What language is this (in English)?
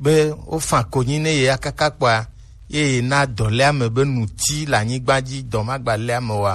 Gen